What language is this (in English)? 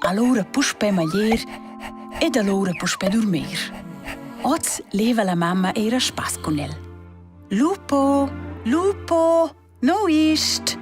Romansh